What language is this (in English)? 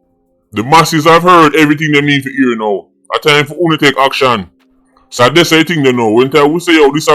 Jamaican Creole English